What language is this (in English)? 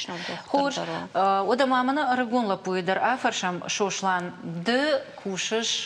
Ossetic